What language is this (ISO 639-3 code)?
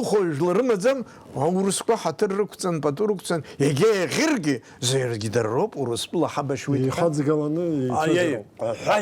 abk